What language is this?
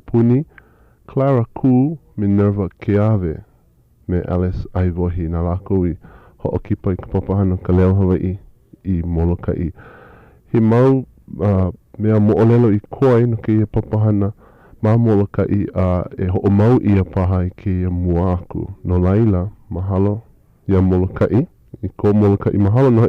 Hawaiian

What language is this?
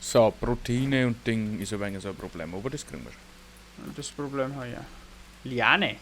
Bavarian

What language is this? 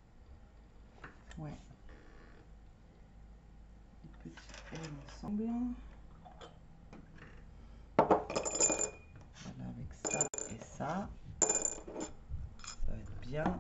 French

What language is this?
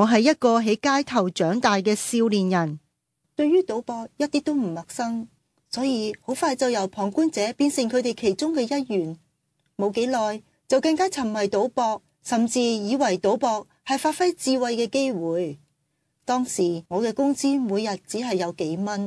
Cantonese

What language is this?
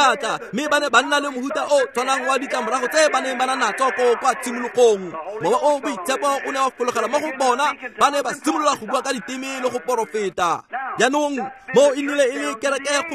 Tswana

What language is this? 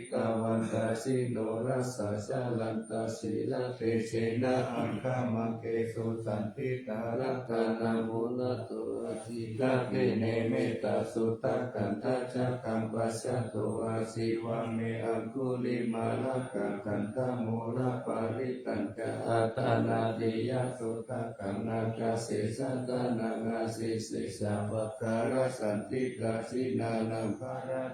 Pali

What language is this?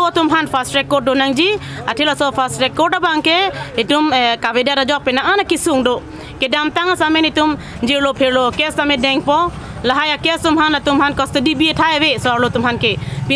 Karbi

